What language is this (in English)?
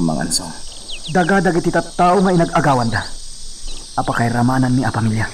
Iloko